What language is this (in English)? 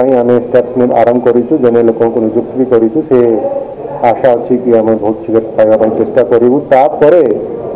Odia